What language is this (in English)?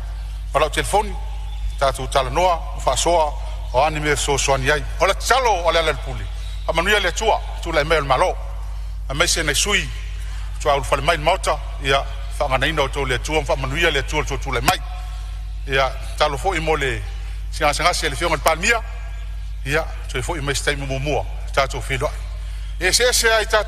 Samoan